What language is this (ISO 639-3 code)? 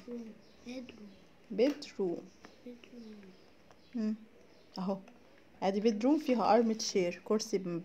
arz